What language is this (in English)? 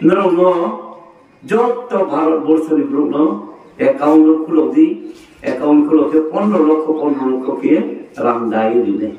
Riang (India)